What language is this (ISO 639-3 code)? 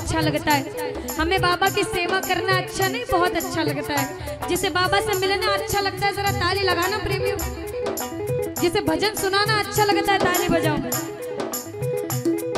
hin